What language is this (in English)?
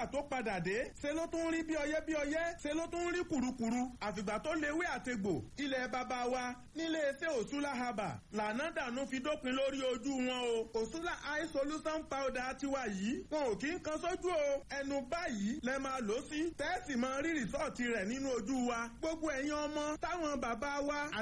Yoruba